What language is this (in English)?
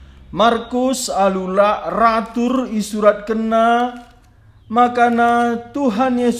Batak Karo